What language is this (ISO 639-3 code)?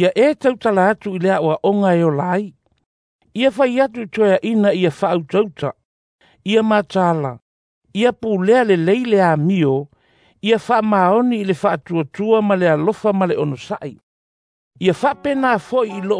smo